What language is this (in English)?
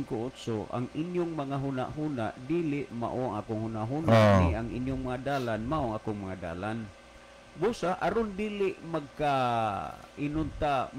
Cebuano